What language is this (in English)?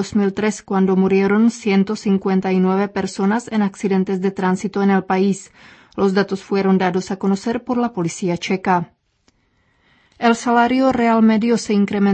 Spanish